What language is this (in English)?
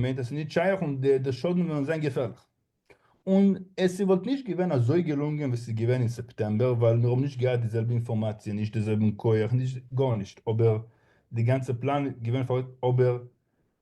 Yiddish